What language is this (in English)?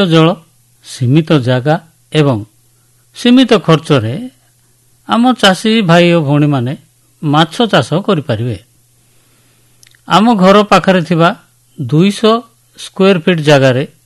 Odia